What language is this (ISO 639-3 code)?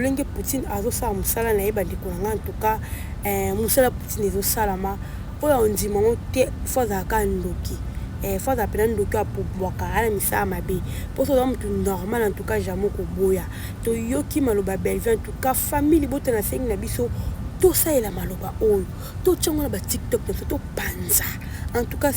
lin